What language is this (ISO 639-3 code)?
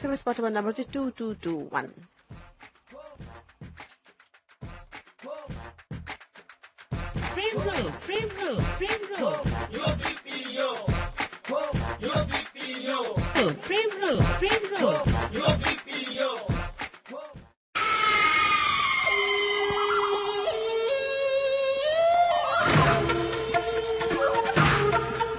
ben